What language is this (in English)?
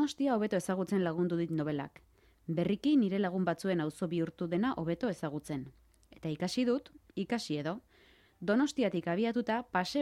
Basque